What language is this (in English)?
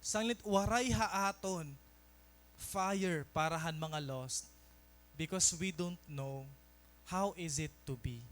Waray